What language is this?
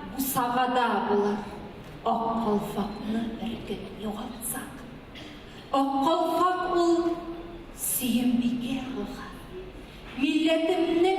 Tatar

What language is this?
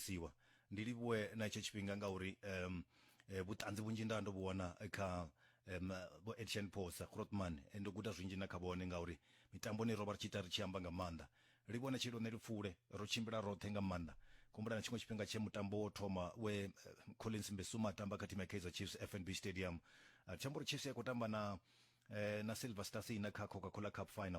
Venda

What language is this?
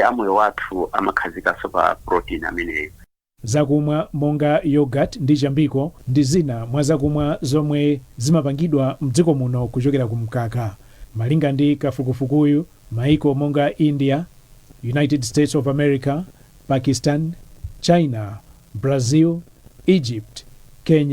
Nyanja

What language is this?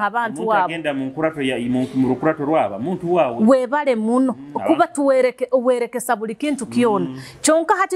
Nyoro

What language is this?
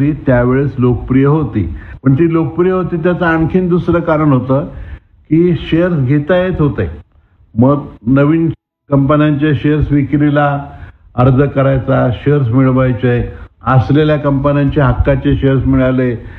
Marathi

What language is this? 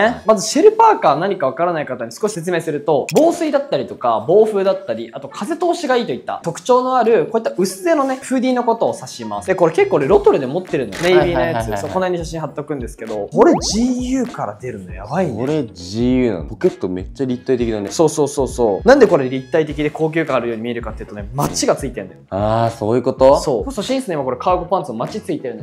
Japanese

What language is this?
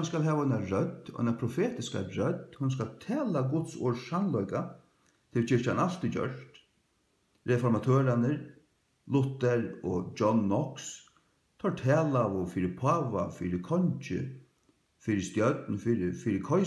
Faroese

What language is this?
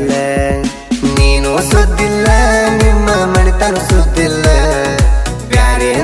Kannada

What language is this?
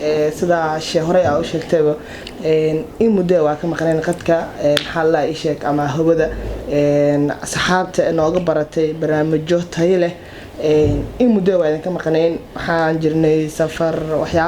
Somali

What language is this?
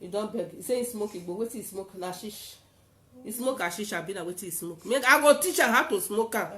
Nigerian Pidgin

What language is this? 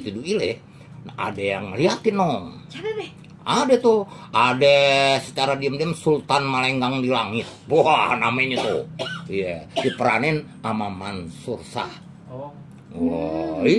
Betawi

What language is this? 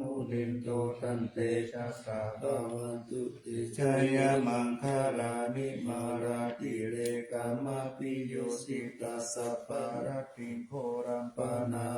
Pali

